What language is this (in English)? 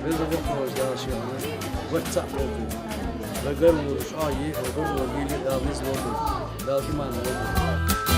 Ingush